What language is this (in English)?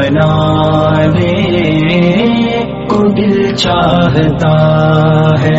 Urdu